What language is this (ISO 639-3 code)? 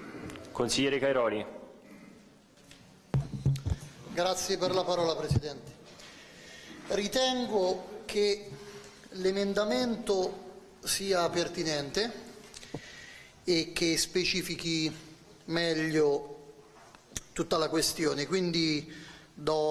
ita